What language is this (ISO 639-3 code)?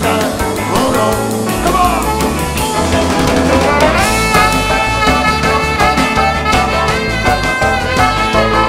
isl